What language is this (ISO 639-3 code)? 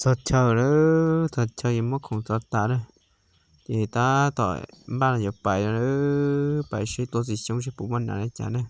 hmn